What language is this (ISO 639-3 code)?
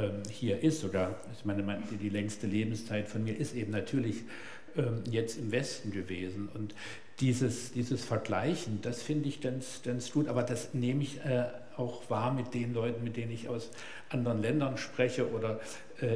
deu